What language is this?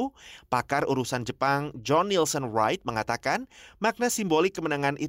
Indonesian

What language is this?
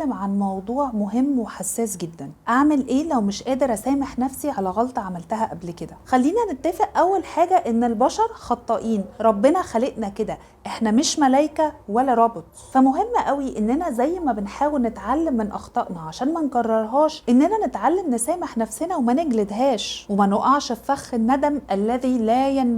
Egyptian Arabic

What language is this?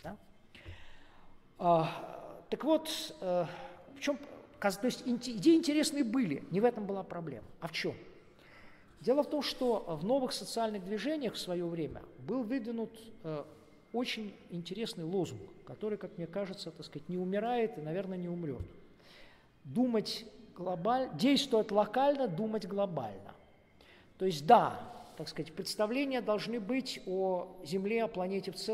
Russian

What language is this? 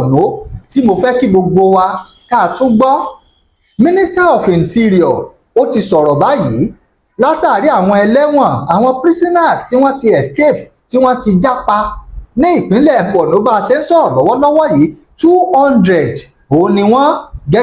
Yoruba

